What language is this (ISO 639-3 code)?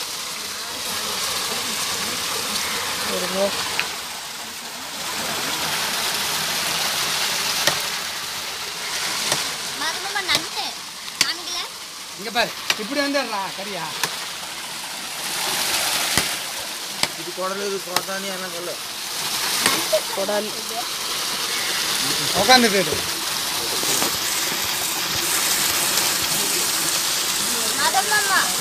tam